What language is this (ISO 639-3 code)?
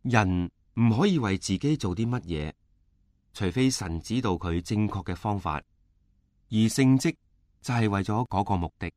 yue